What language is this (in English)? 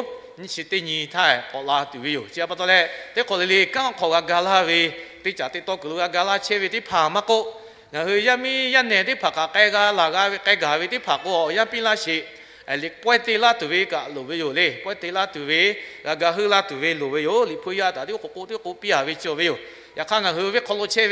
Lahu